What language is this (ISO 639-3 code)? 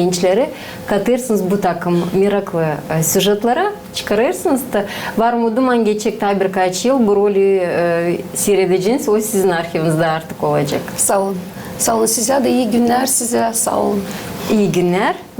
gag